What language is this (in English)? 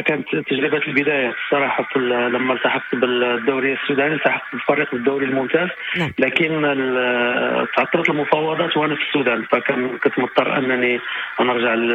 Moroccan Arabic